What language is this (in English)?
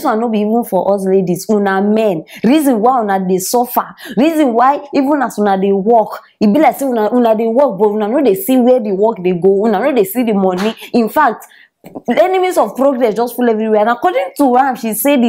Nigerian Pidgin